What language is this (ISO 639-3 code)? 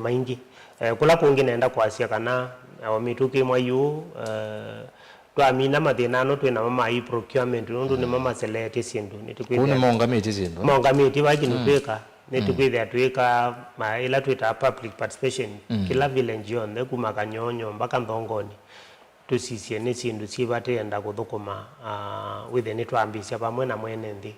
kam